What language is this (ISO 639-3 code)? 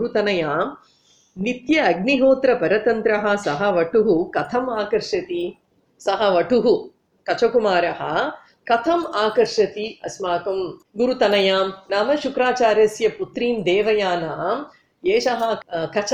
san